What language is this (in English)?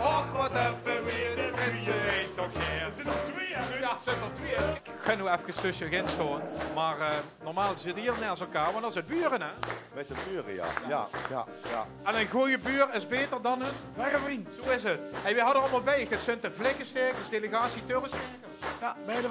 Limburgish